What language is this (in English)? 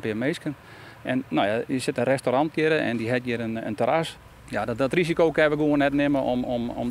Western Frisian